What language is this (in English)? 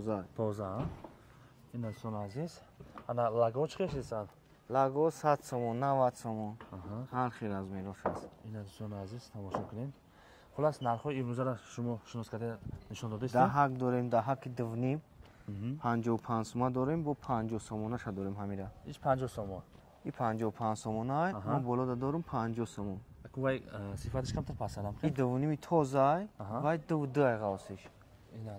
Tajik